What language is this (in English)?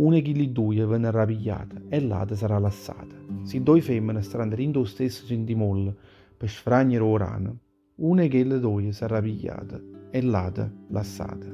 Neapolitan